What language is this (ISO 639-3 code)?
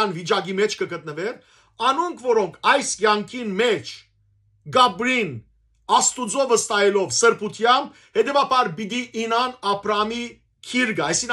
hyw